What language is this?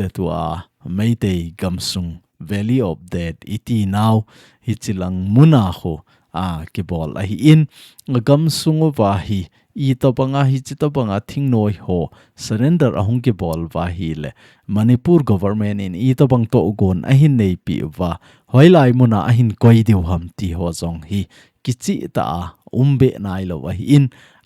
Thado Chin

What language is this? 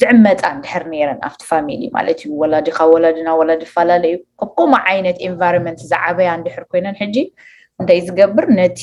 Tigrinya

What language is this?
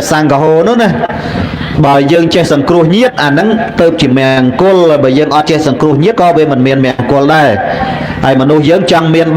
Khmer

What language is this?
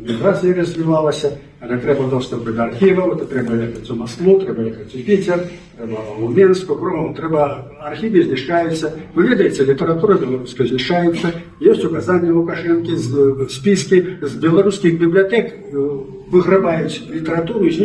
Belarusian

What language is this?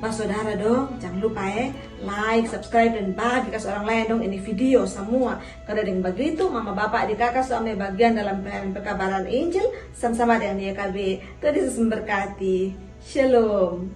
Kupang Malay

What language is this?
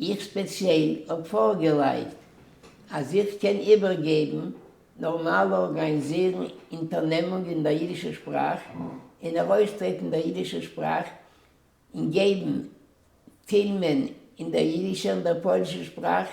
Yiddish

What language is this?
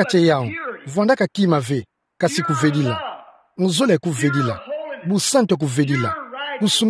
Kituba (Democratic Republic of Congo)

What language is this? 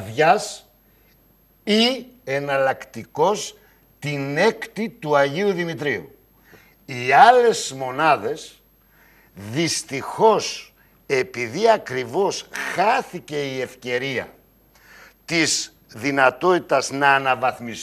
Greek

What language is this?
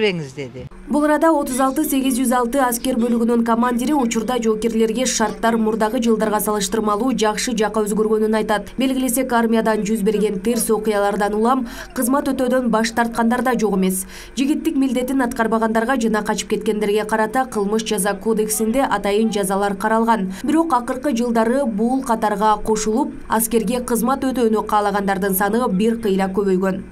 Kyrgyz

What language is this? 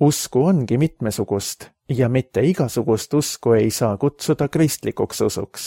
Estonian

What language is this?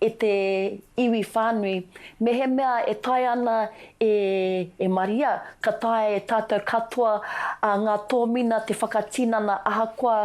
Māori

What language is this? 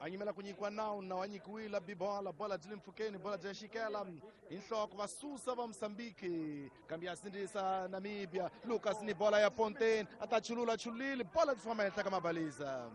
Tsonga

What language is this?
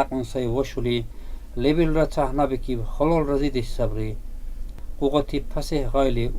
Dargwa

